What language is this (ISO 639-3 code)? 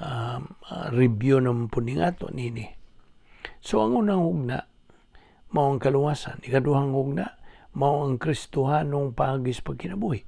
ceb